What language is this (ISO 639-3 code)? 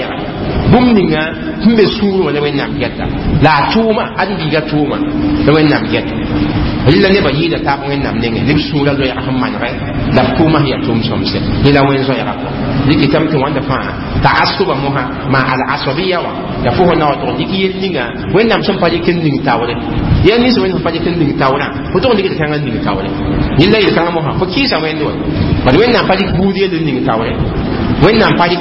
mos